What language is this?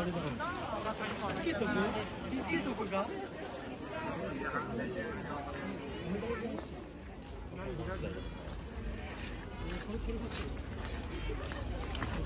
Japanese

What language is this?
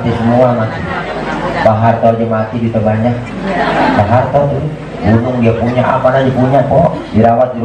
Betawi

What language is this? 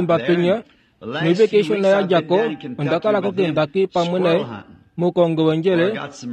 Kuanyama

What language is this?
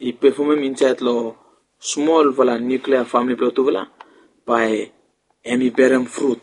Bislama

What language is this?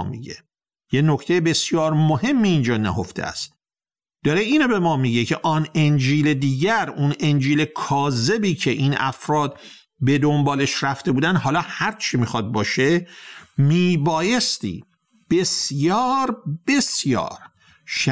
Persian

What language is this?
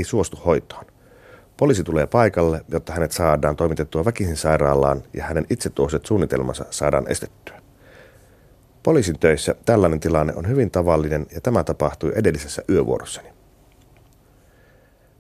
Finnish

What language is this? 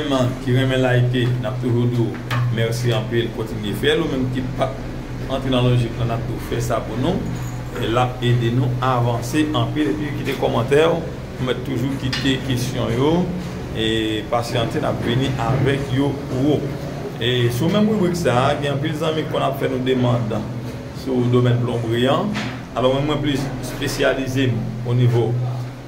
Haitian Creole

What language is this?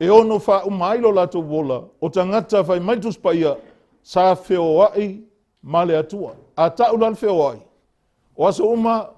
Samoan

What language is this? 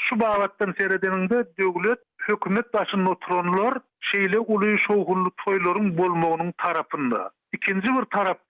Turkmen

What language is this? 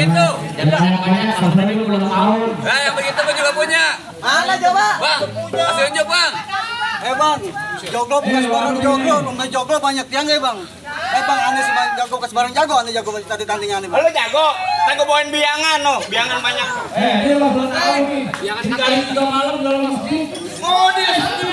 Betawi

